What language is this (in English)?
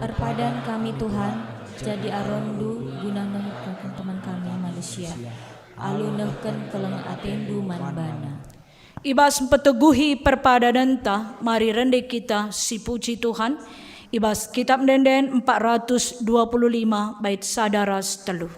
Batak Karo